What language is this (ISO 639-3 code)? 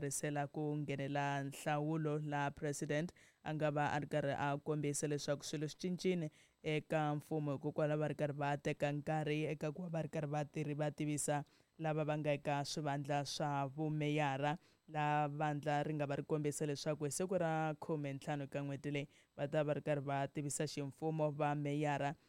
tso